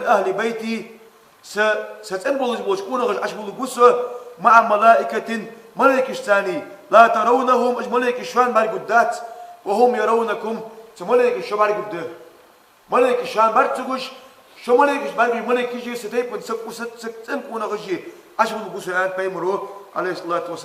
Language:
Ingush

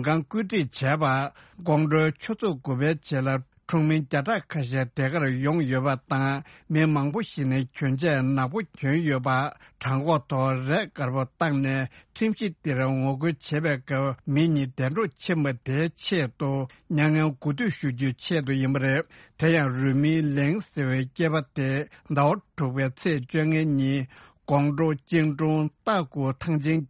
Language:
Tibetan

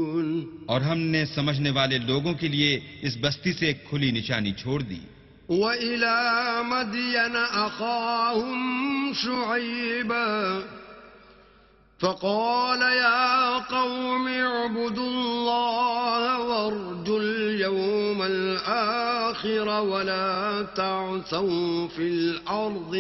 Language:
Urdu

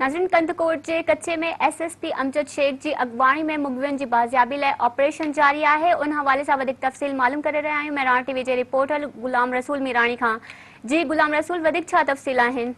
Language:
Sindhi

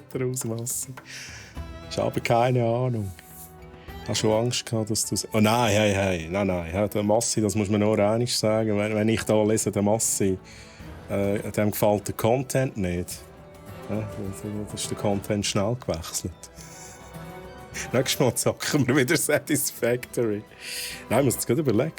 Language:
Swiss German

